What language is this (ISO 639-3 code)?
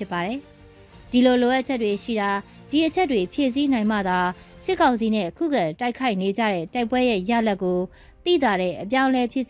mya